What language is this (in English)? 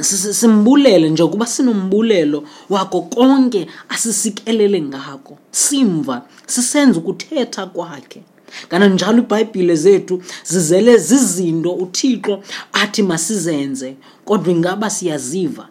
Xhosa